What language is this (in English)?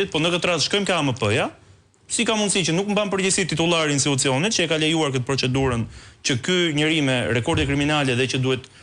Albanian